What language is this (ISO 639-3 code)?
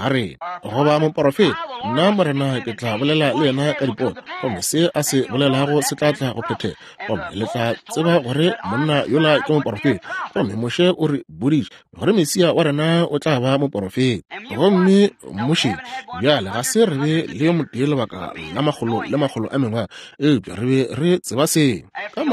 nso